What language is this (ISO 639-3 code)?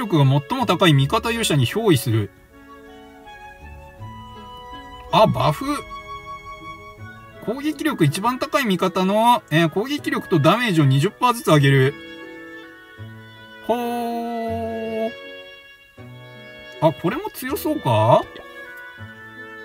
jpn